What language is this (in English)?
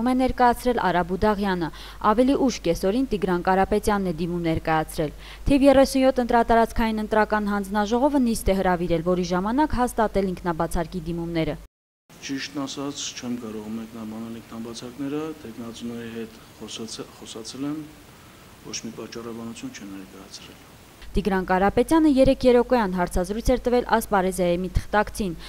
Armenian